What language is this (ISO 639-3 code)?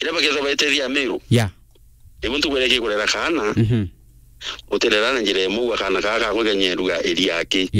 mer